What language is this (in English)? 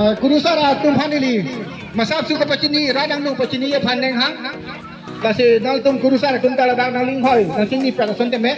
Karbi